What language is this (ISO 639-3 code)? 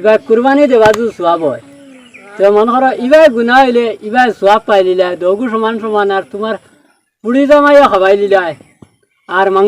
syl